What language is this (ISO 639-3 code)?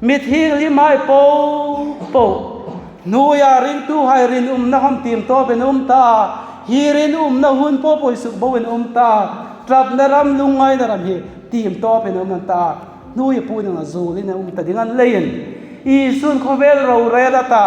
hmr